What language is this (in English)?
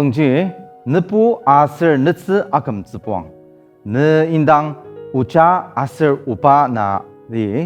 Ao Naga